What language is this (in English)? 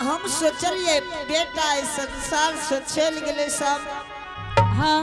Angika